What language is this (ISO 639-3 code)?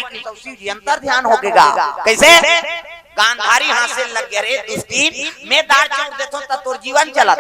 hne